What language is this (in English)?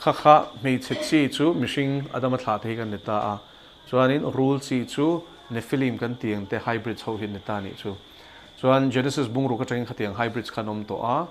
Mizo